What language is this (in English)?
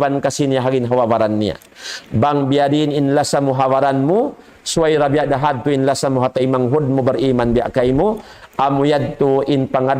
Tausug